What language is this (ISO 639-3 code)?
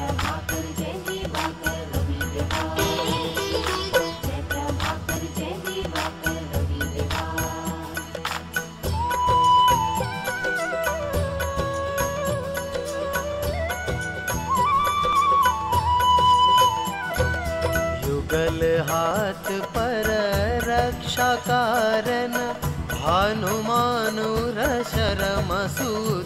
hin